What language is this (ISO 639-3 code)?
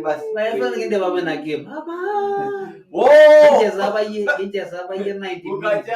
mas